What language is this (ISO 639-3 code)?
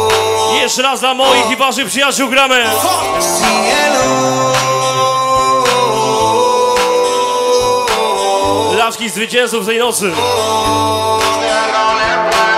pol